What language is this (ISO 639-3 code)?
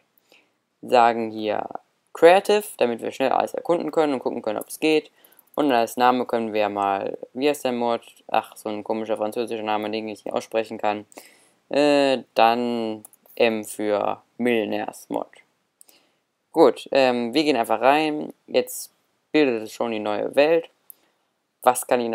deu